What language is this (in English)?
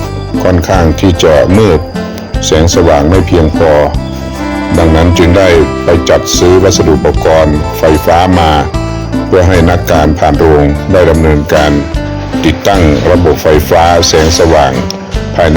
Lao